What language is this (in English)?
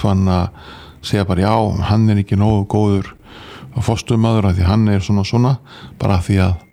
Icelandic